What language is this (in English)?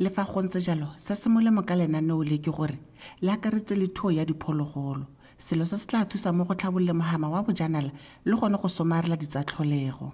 Tswana